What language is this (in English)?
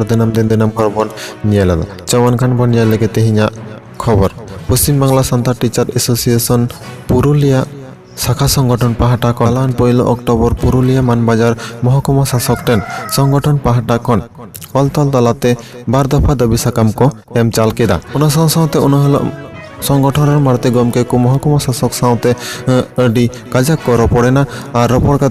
Santali